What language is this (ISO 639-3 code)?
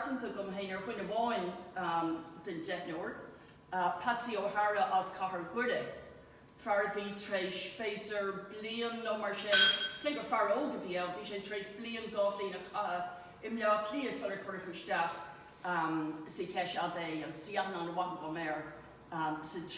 gle